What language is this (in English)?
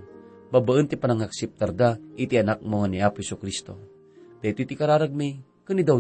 Iloko